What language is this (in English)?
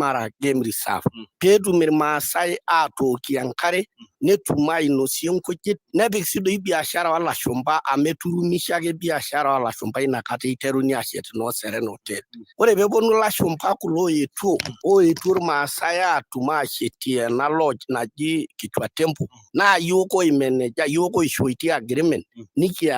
Masai